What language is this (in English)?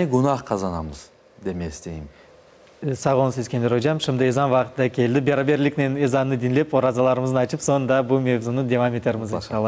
Crimean Tatar